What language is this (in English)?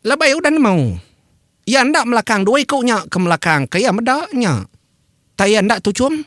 Iban